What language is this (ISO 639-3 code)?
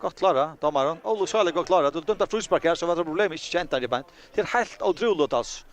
fao